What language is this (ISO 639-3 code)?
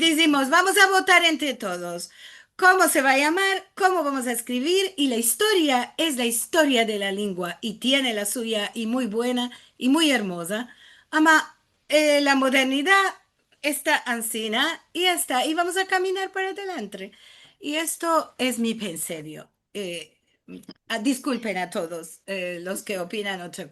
lad